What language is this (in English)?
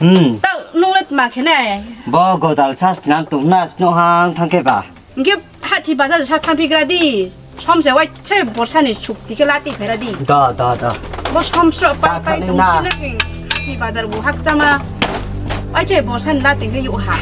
Riang (India)